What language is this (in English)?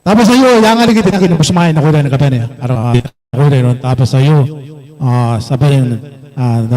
Gilbertese